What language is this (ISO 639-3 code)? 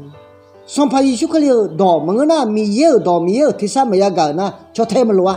ahk